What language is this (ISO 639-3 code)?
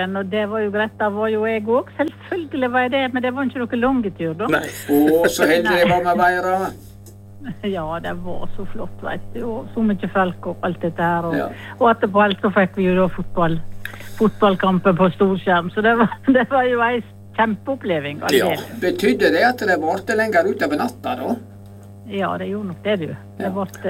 nor